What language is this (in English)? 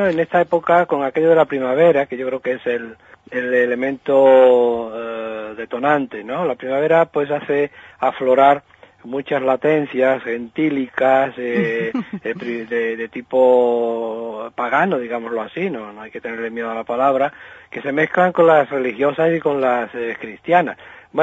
Spanish